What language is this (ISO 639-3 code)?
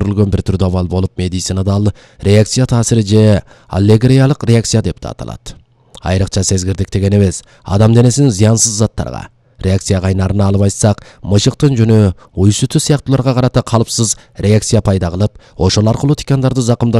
kir